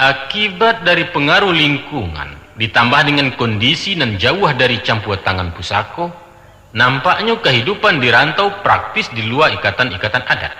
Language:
Minangkabau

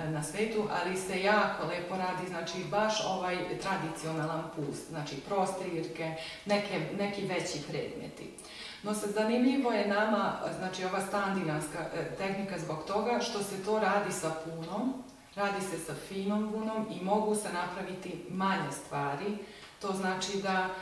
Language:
Serbian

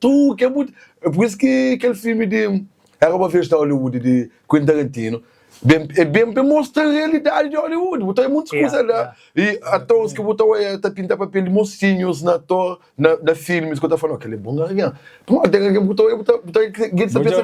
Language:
Kabuverdianu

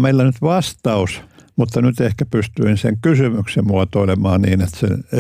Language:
Finnish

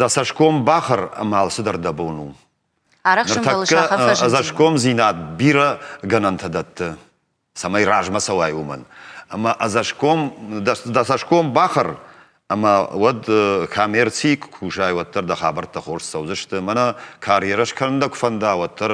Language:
Ossetic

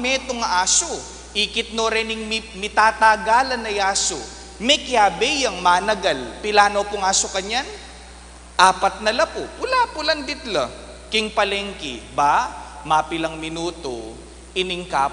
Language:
Pampanga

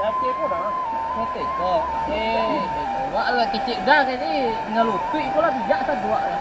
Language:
Minangkabau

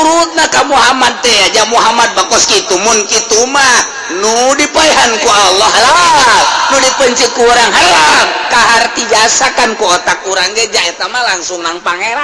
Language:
Sundanese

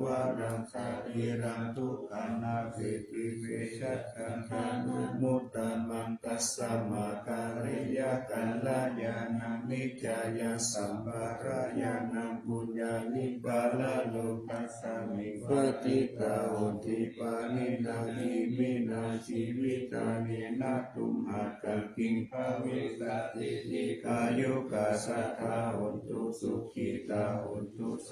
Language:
Pali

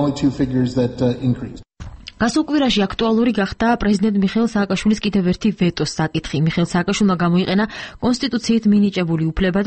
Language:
Georgian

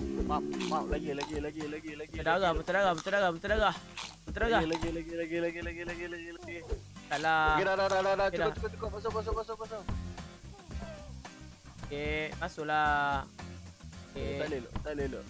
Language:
Malay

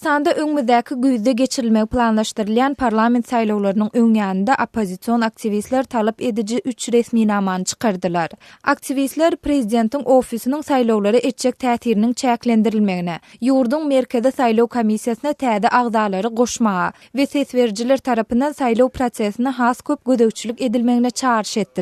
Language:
Turkmen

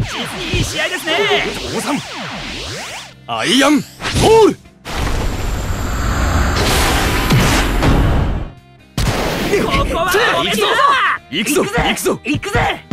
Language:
Japanese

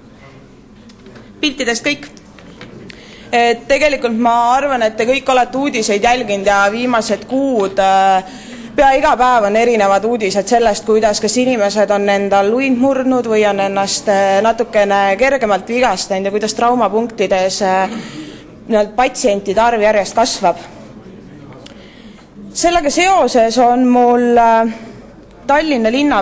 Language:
Estonian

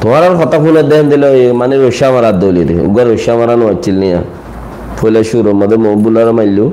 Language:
Rohingya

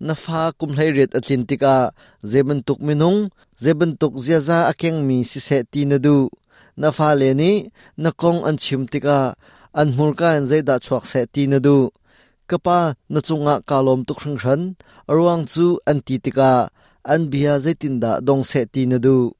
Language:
Hakha Chin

